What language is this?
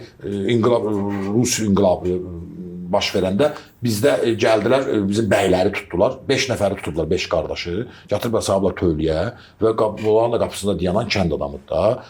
Azerbaijani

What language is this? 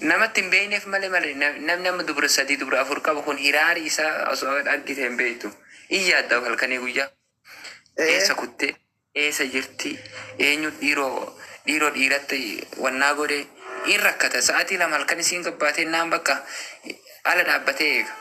Oromo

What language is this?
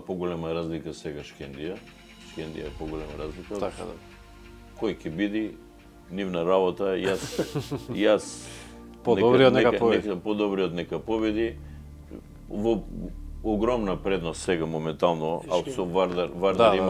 Macedonian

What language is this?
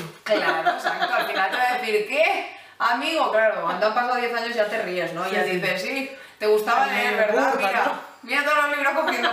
Spanish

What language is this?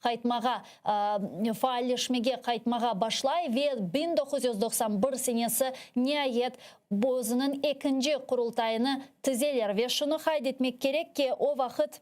Crimean Tatar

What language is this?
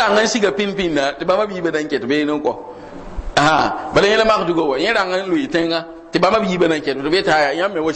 Mossi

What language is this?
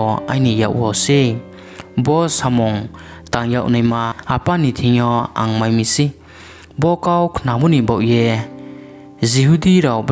Riang (India)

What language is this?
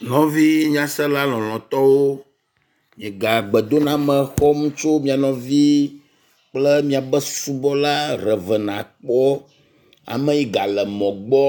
Ewe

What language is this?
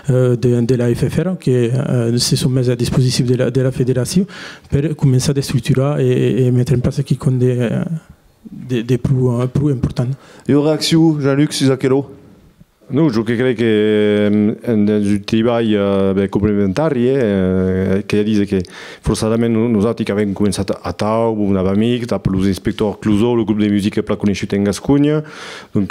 Occitan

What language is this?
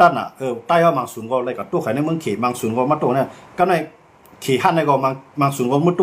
Shan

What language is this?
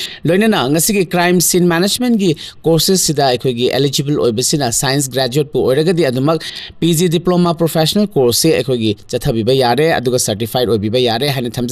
Manipuri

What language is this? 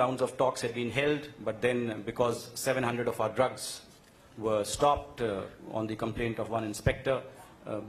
Tamil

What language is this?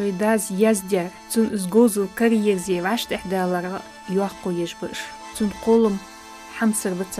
Ingush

